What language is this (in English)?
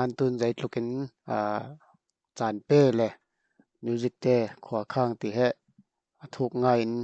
Falam Chin